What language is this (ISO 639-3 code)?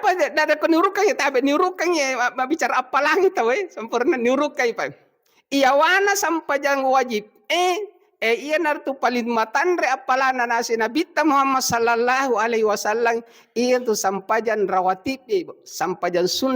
bug